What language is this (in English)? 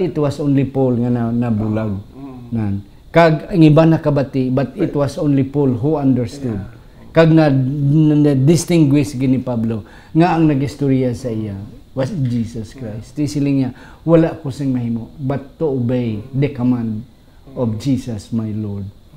Hiligaynon